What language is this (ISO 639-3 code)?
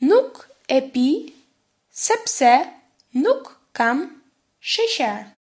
sqi